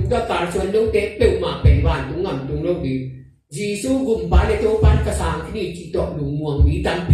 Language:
Tedim Chin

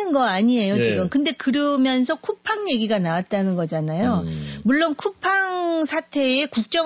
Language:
Korean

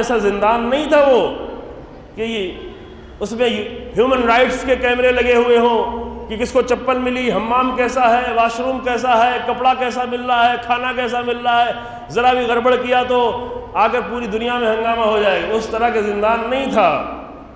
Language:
Urdu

